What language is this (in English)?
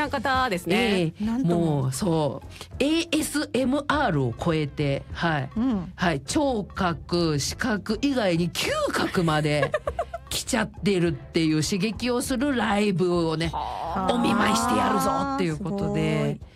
Japanese